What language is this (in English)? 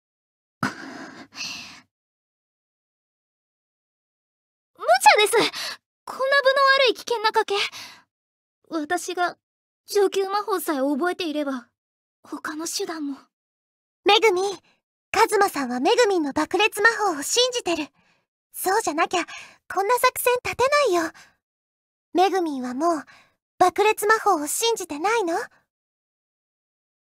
Japanese